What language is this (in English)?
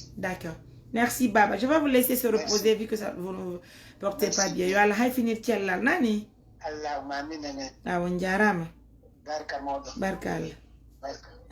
Fula